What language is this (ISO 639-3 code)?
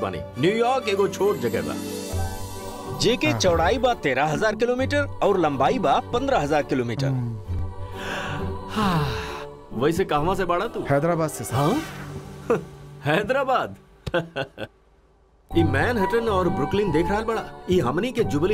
bho